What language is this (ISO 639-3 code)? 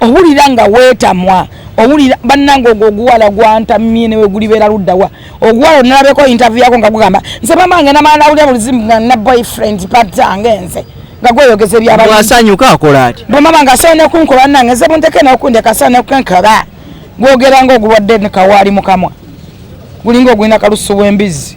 lug